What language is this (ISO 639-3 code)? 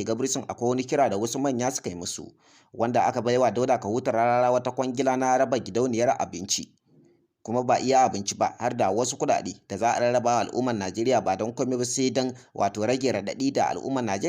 hau